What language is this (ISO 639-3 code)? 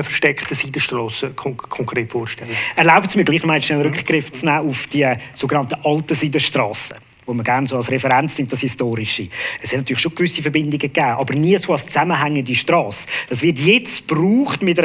gsw